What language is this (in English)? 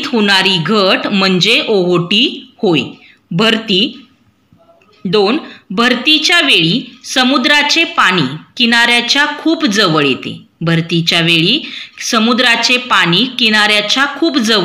Marathi